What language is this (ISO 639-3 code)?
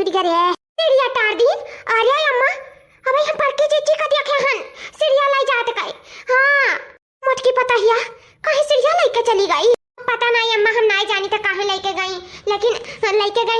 awa